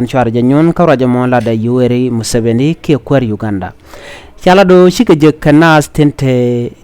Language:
Nuer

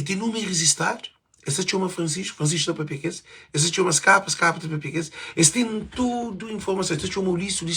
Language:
Kabuverdianu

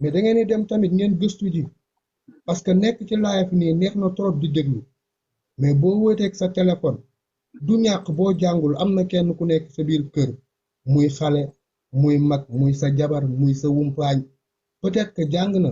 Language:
Wolof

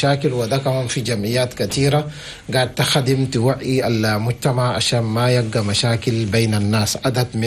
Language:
Chadian Arabic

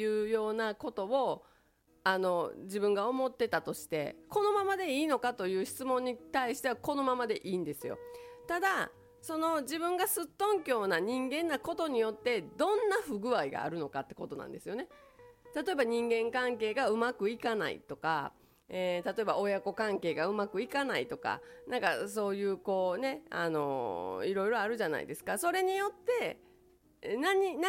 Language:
Japanese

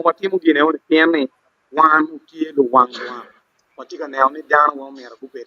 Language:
Acoli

